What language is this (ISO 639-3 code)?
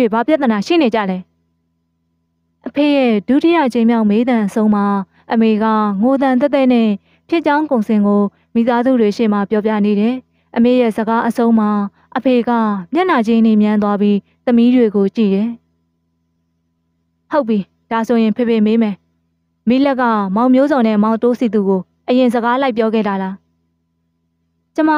mya